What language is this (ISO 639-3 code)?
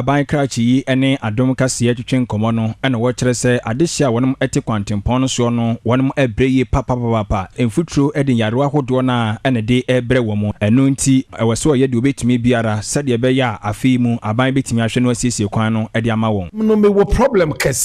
aka